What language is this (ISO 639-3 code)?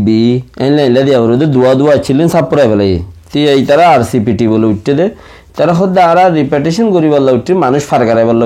rhg